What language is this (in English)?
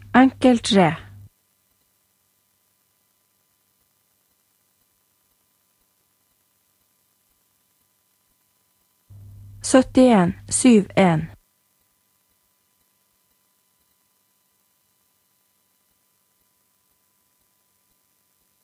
Norwegian